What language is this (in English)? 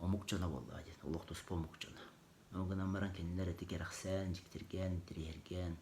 Yakut